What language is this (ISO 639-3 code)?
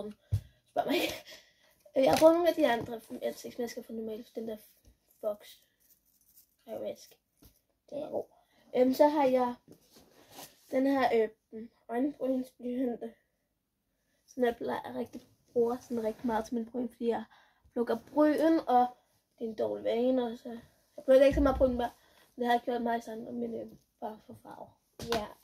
dan